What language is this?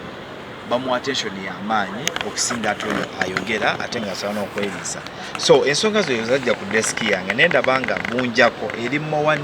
Ganda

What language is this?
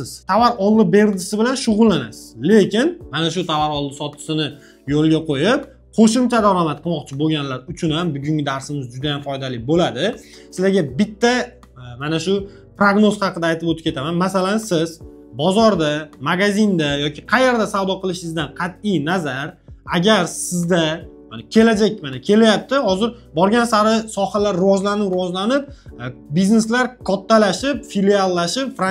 Uzbek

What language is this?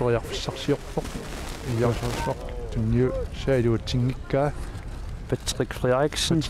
Kalaallisut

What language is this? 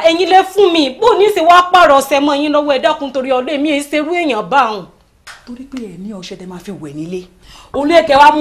Yoruba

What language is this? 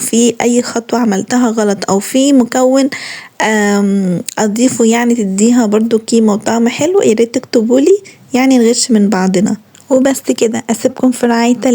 Egyptian Arabic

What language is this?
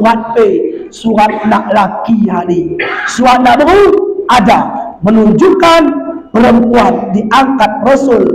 Batak Alas-Kluet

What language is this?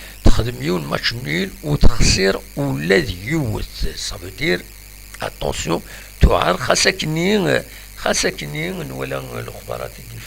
Kabyle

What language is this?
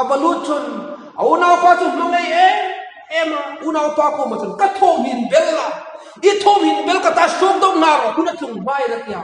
Hmar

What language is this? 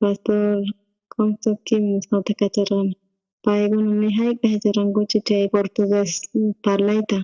South Bolivian Quechua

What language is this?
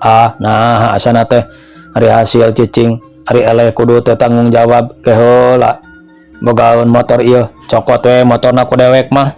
Sundanese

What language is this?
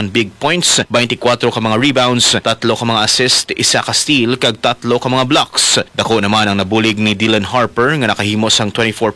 Hiligaynon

